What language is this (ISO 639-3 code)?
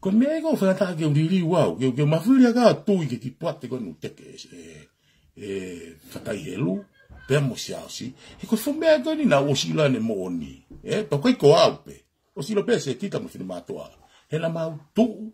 ton